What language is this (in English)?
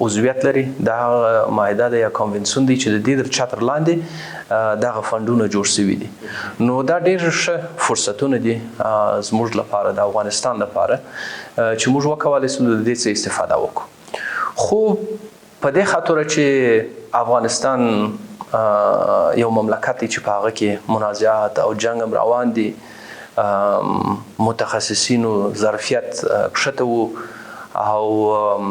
Pashto